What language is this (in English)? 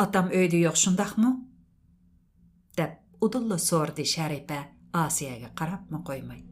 Uyghur